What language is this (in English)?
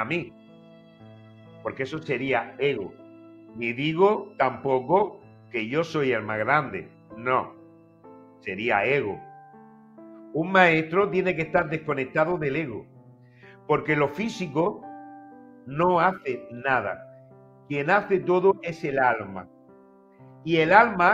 Spanish